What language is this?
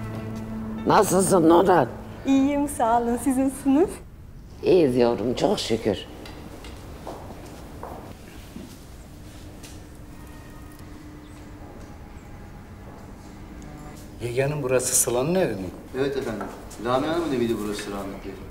Turkish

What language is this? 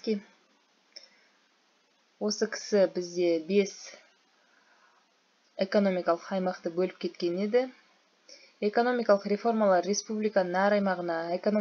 Kazakh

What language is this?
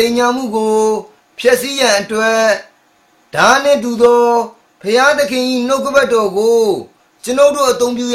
Burmese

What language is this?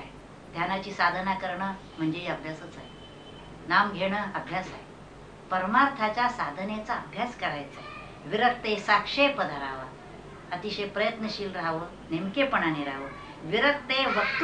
Marathi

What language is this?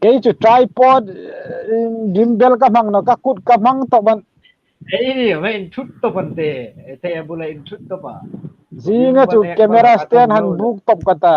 Hmar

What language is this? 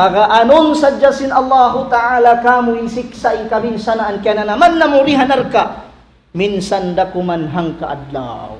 Tausug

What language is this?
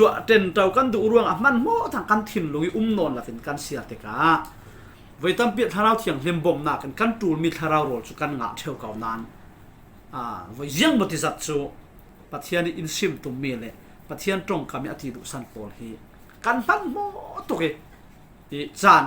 Falam Chin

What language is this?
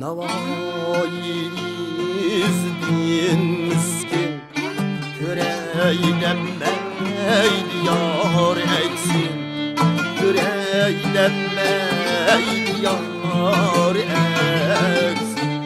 Uyghur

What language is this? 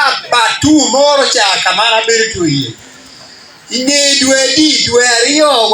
Acoli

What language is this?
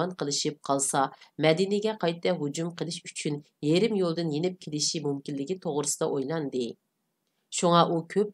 Uyghur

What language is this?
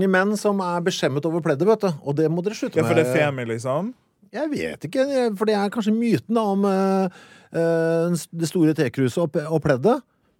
Norwegian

